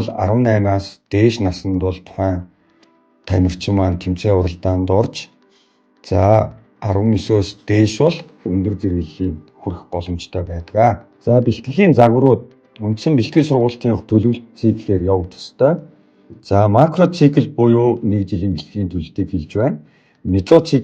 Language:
Mongolian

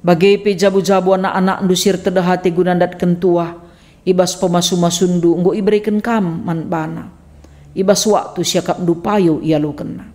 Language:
Batak Karo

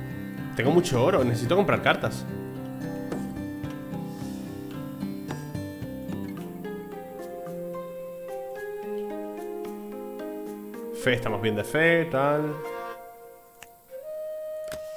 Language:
Spanish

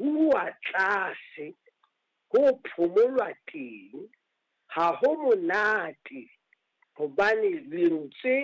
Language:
Southern Sotho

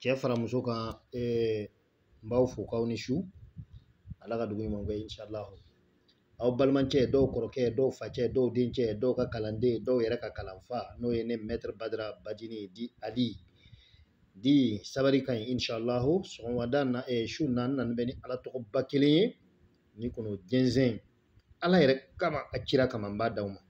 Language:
Bambara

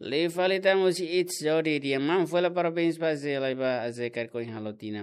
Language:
Tetum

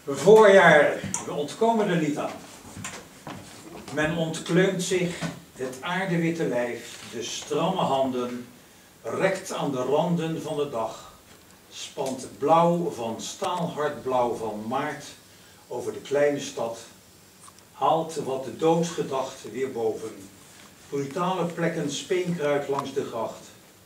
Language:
Dutch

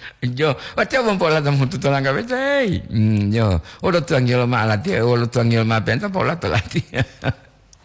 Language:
Gorontalo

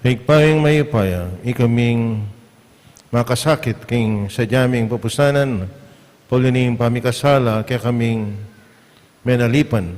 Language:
Pampanga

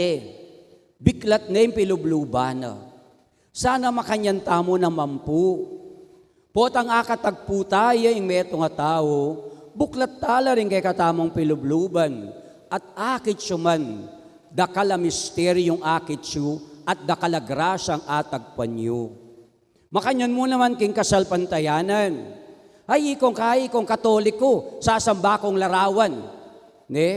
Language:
Pampanga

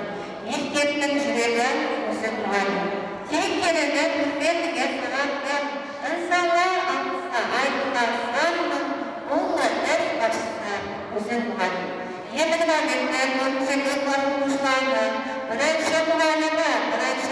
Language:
Kara-Kalpak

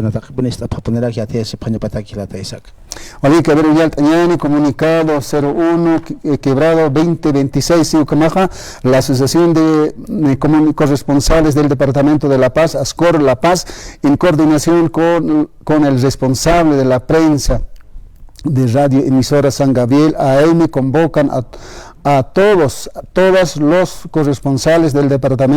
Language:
Aymara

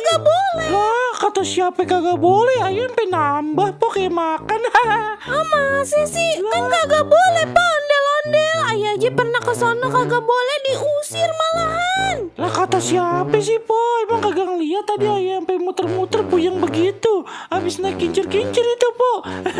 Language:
Betawi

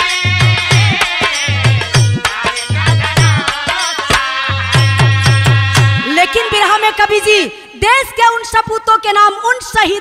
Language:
Bhojpuri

